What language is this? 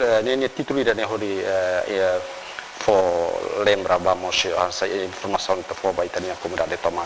Tetum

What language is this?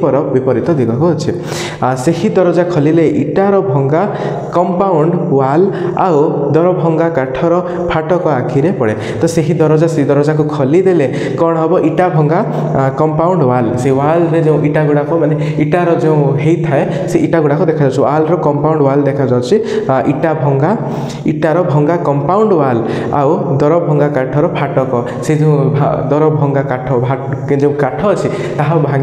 Odia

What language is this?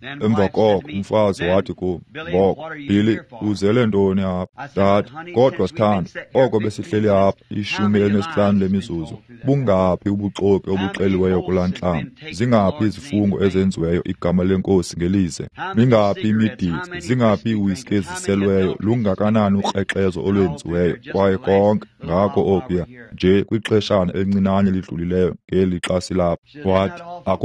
Xhosa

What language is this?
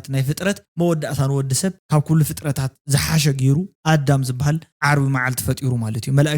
Tigrinya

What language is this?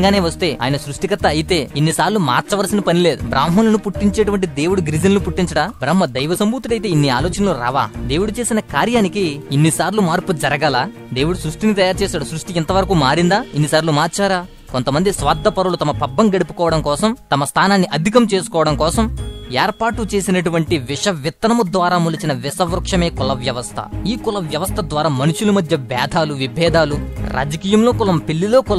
Telugu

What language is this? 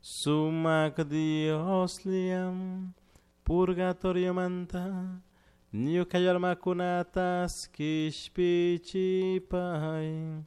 Chimborazo Highland Quichua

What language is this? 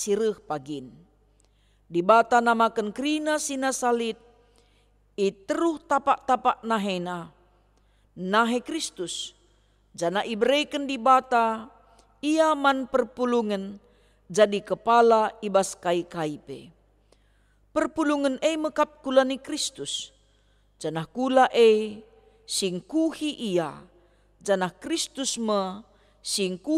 Batak Karo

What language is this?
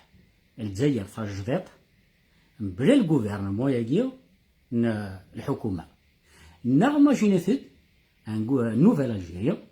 Kabyle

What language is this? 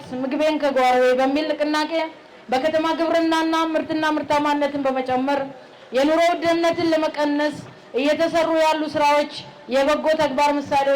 Amharic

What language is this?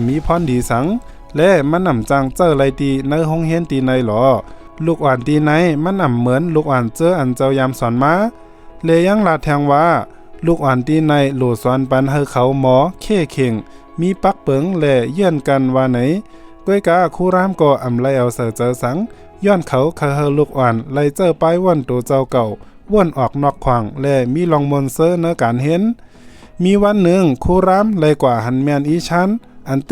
Shan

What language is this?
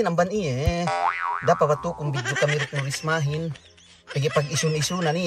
Yakan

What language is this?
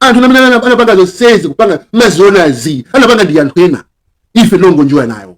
Nyanja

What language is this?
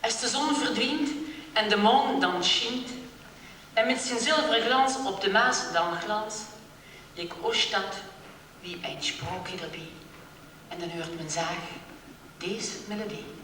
Limburgish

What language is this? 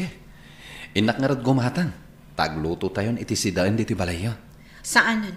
Iloko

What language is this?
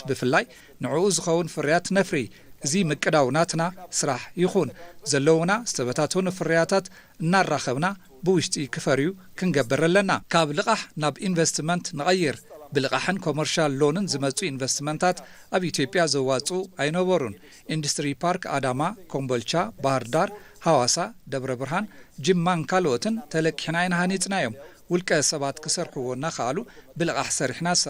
Tigrinya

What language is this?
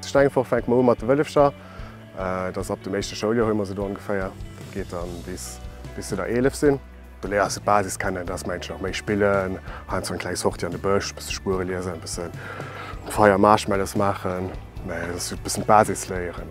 Luxembourgish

